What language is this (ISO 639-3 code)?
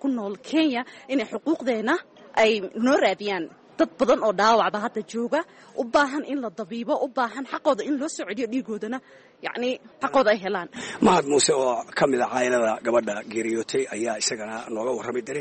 som